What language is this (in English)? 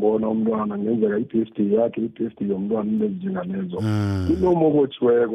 South Ndebele